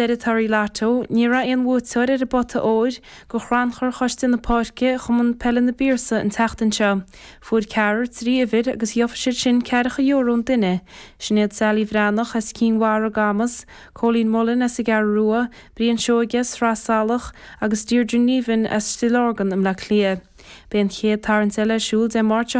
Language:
Irish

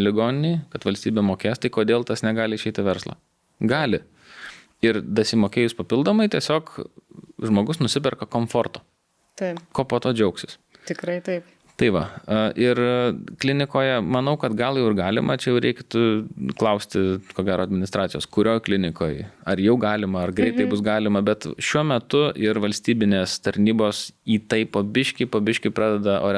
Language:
Lithuanian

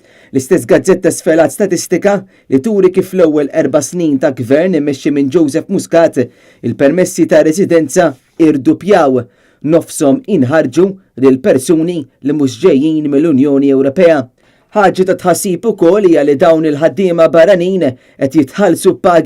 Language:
Maltese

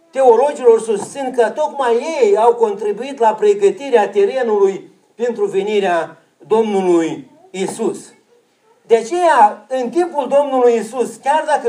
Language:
Romanian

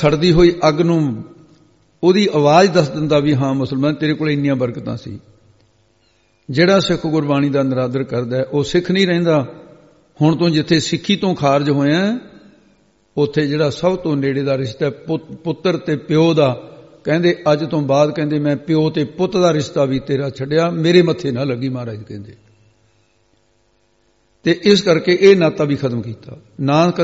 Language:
Punjabi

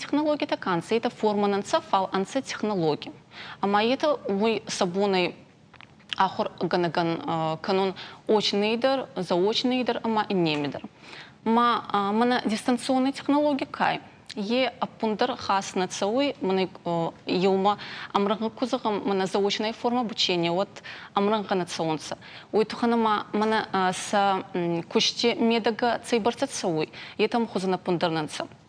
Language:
Ossetic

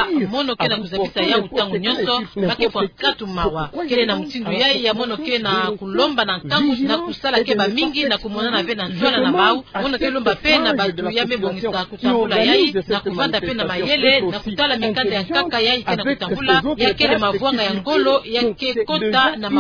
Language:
Kituba (Democratic Republic of Congo)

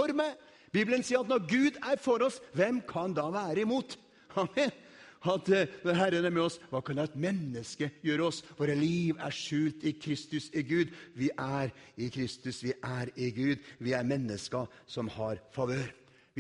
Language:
Norwegian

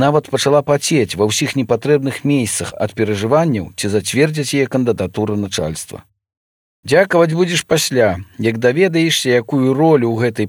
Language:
Belarusian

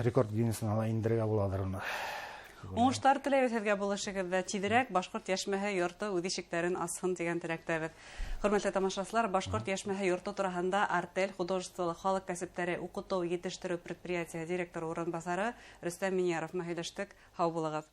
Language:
Bashkir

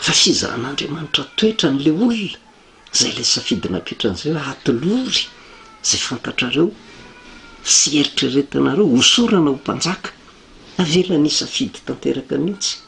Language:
Malagasy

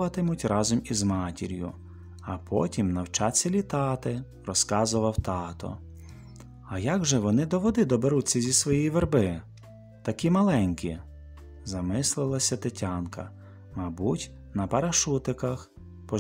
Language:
Ukrainian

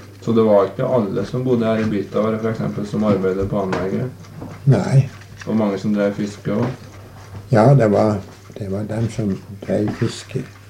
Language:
Norwegian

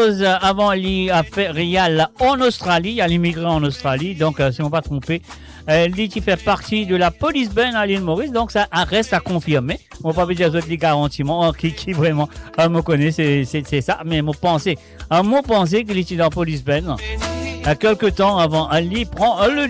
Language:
Morisyen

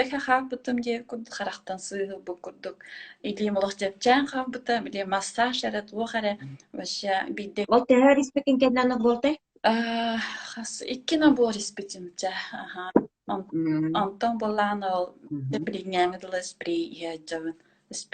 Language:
Yakut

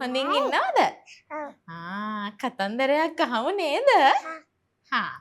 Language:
Sinhala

